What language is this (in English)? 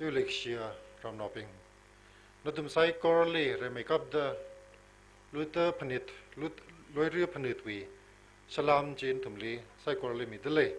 Tangkhul Naga (India)